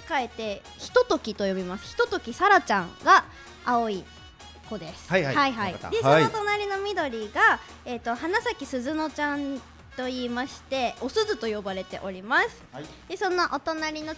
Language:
Japanese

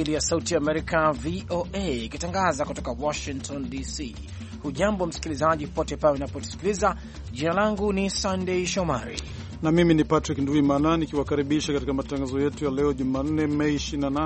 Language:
Swahili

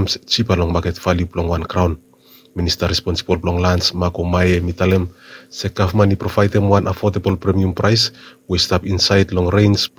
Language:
Bislama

